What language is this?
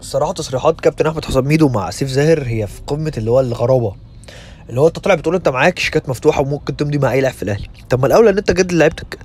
Egyptian Arabic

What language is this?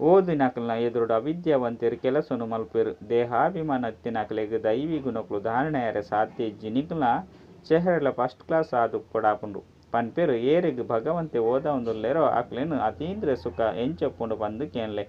Tulu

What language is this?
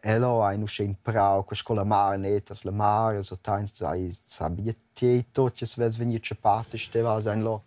Romansh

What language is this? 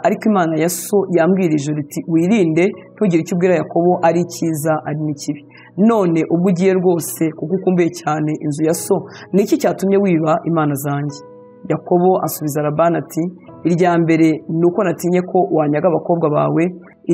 Kinyarwanda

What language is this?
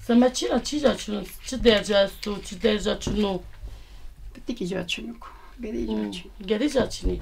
Zaza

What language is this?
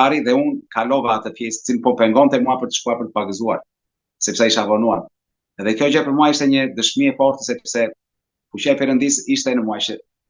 Albanian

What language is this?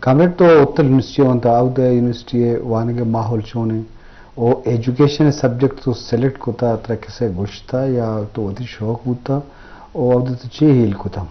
Eastern Balochi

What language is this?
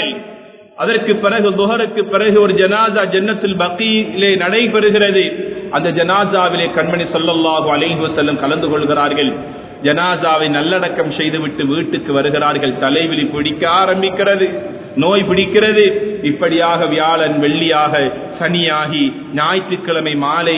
Tamil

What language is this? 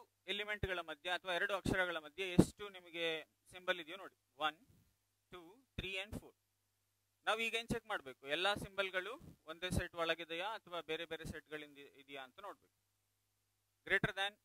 Kannada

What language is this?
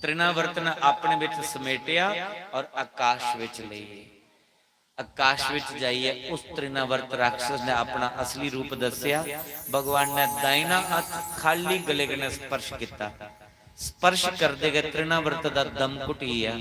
Dogri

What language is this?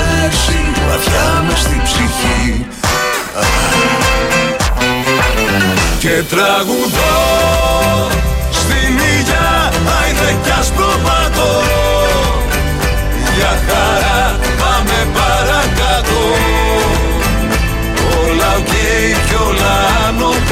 Greek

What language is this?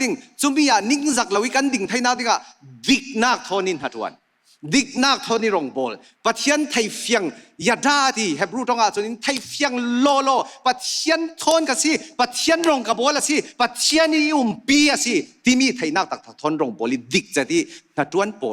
Falam Chin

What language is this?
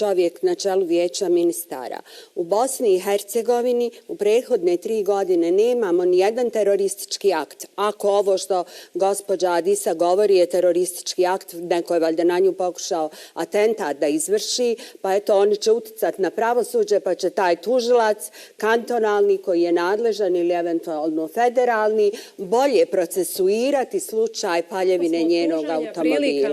Bosnian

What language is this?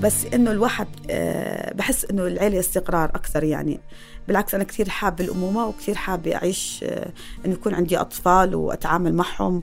North Levantine Arabic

